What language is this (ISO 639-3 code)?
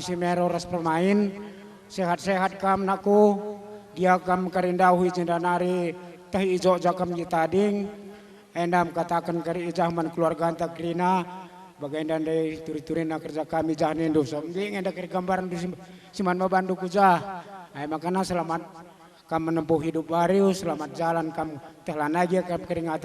btx